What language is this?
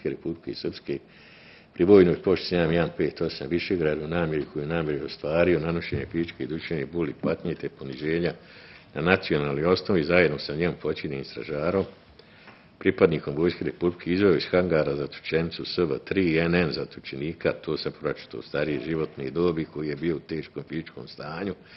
Bosnian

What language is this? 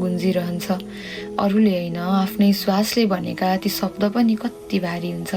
Nepali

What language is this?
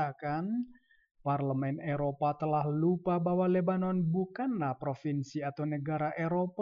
Indonesian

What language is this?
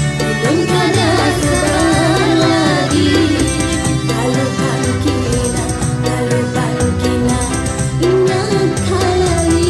Banjar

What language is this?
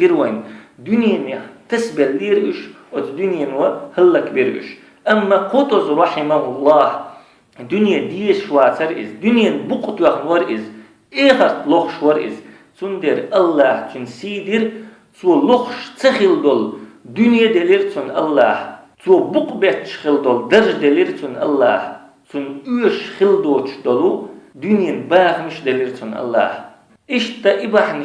Chechen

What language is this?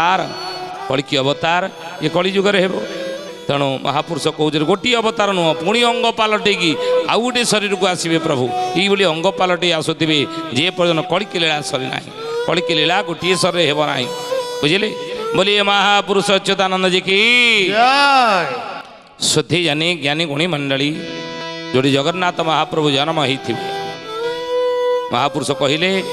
Odia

